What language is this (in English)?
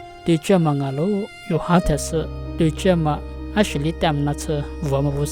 Lisu